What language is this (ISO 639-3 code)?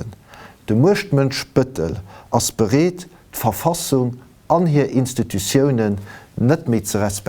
ltz